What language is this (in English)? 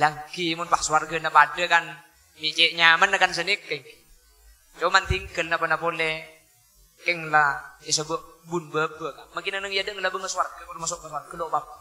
Madurese